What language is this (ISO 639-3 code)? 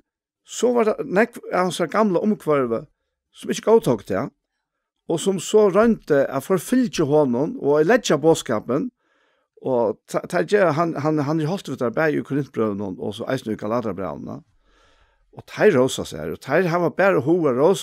fao